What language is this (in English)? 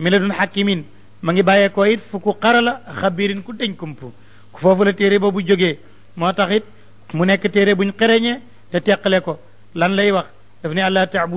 Wolof